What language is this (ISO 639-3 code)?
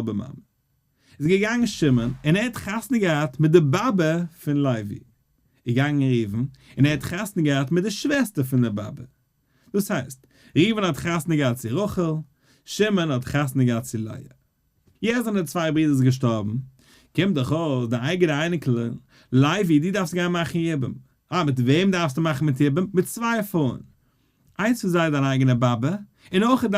yid